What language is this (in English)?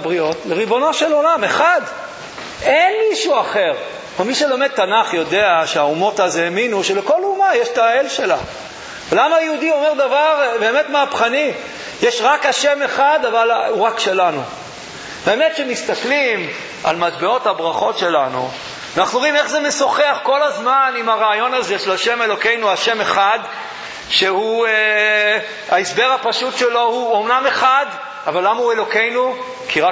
Hebrew